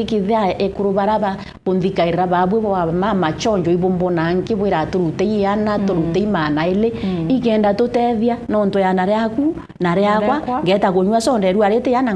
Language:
Meru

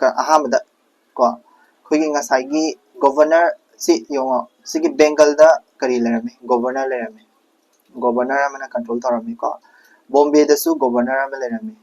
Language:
Manipuri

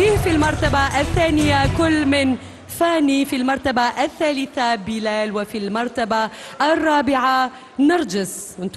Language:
Algerian Arabic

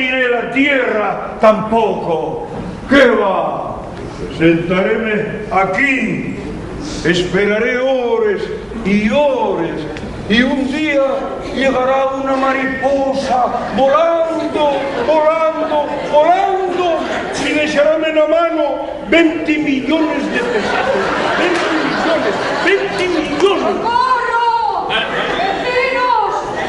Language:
Asturian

